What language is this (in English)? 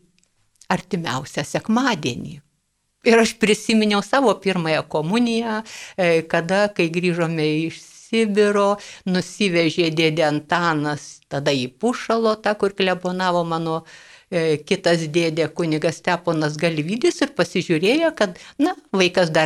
Lithuanian